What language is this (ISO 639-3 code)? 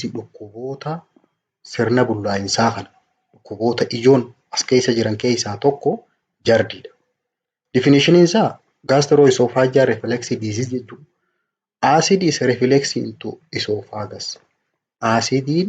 orm